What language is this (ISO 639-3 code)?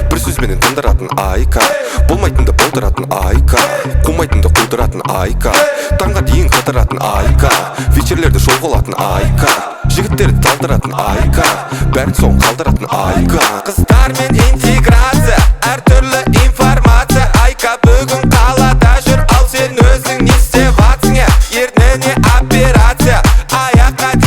kaz